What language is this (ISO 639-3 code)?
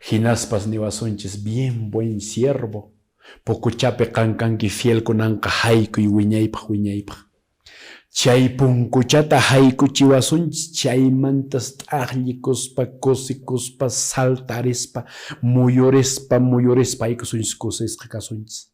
que